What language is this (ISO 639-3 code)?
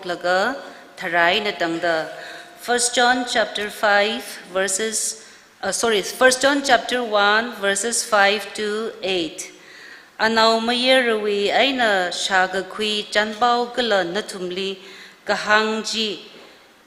nmf